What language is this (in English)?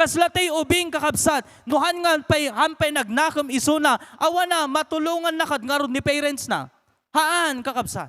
Iloko